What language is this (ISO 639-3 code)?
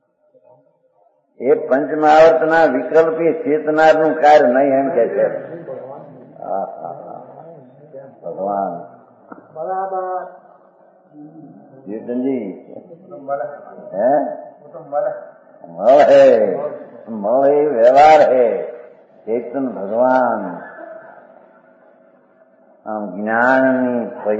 guj